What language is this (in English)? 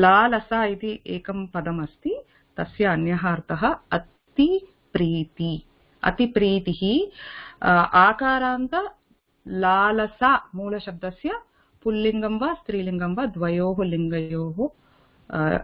Sanskrit